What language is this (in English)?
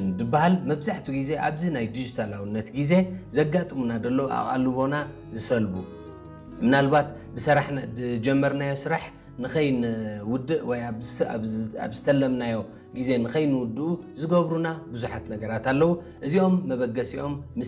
Tigrinya